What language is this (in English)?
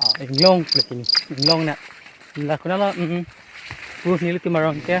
Karbi